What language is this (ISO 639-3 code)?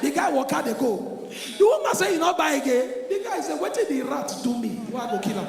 pcm